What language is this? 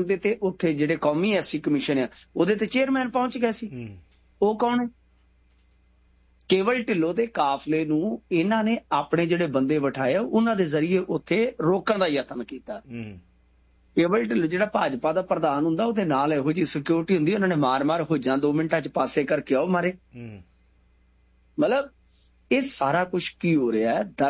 Punjabi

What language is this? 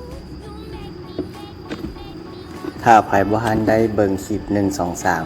Lao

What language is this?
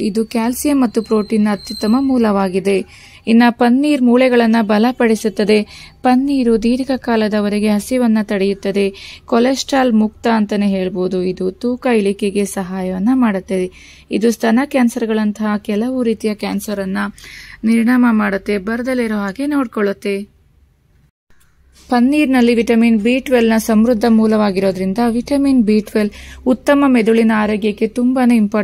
Kannada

